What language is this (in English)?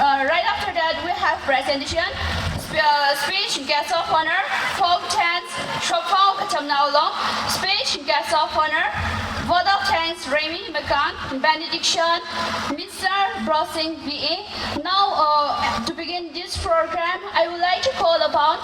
Tangkhul Naga (India)